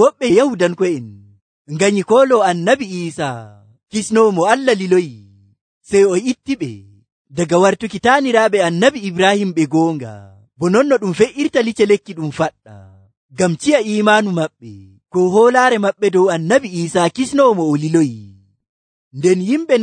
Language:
Nigerian Fulfulde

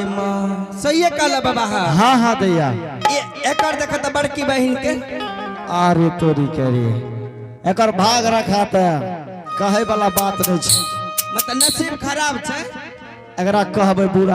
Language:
Angika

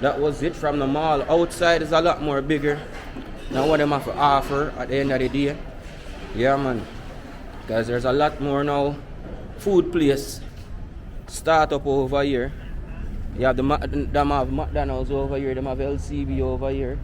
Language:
Jamaican Creole English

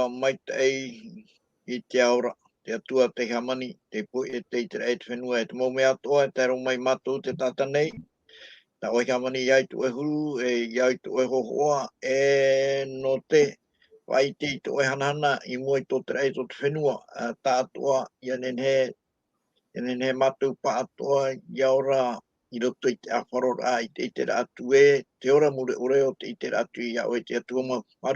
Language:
Tahitian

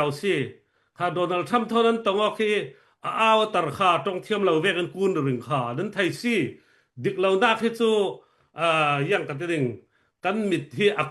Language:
Falam Chin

